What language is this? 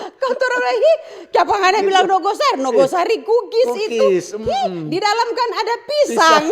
Manado Malay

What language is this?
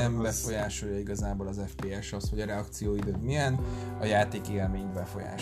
Hungarian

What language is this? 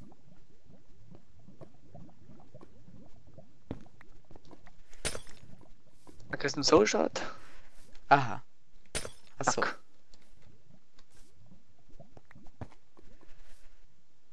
German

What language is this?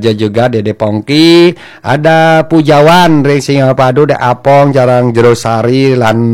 Balinese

